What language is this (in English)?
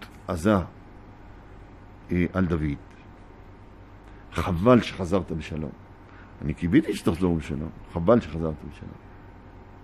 Hebrew